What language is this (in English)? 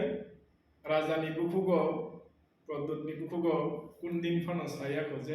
Kok Borok